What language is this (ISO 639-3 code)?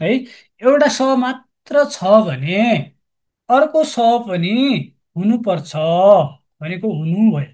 nep